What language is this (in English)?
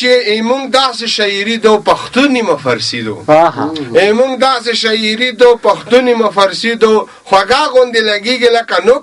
Pashto